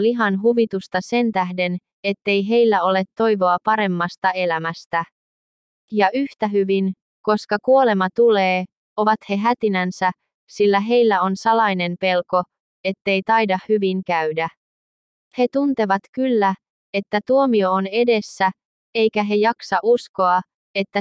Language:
Finnish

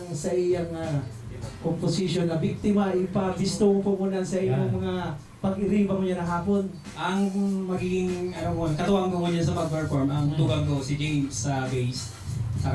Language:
Bikol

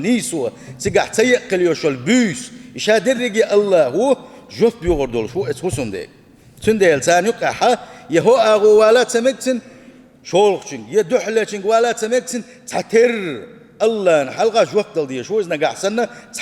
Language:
Chechen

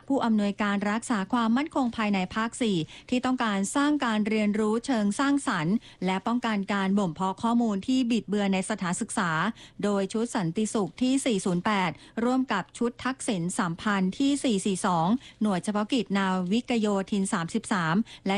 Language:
Thai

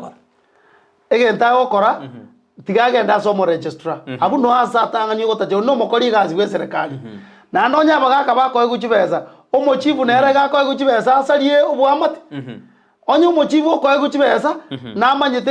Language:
Gusii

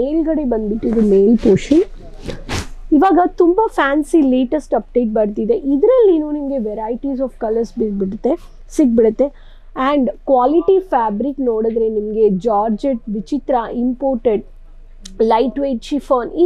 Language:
Kannada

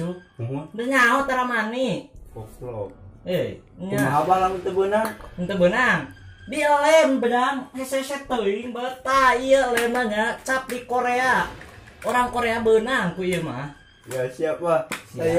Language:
Sundanese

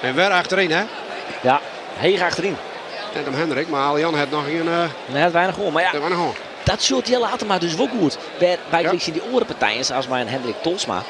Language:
Western Frisian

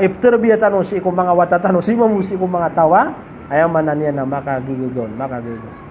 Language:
Maranao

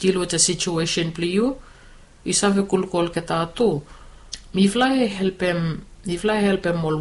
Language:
Bislama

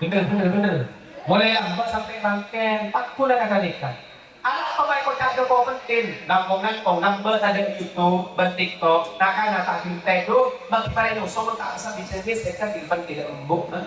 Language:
Madurese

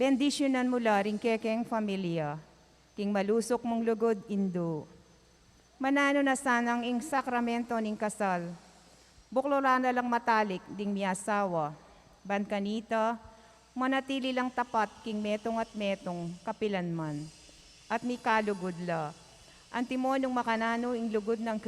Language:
Pampanga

